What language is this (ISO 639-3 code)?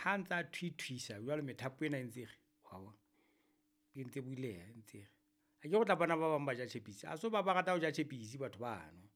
sot